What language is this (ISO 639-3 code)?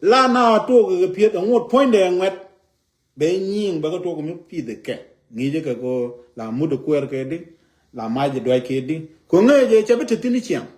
nus